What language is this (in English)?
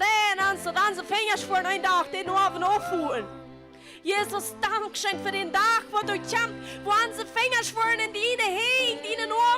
Plautdietsch